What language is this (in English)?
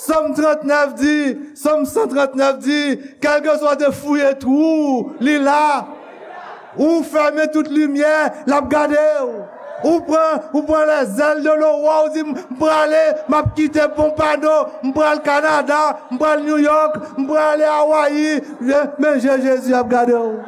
Haitian Creole